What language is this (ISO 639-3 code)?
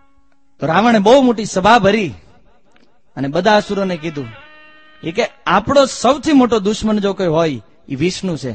guj